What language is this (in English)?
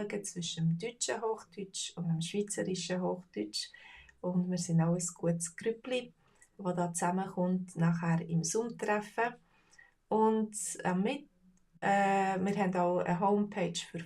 Swiss German